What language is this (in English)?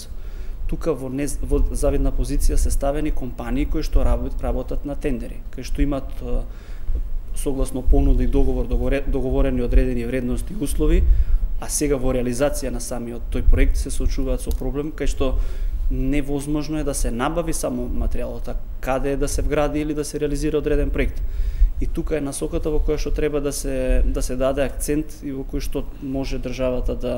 Macedonian